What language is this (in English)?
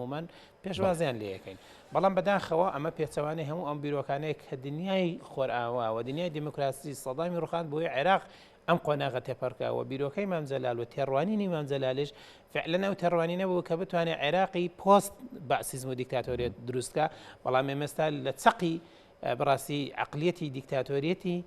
Central Kurdish